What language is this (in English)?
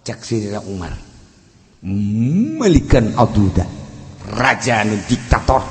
Sundanese